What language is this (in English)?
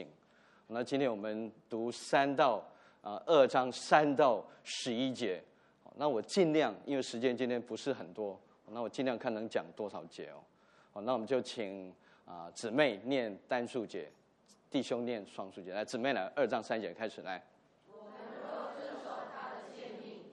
Chinese